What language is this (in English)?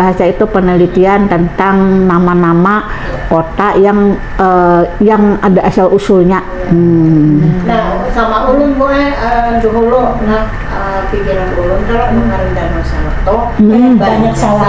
Banjar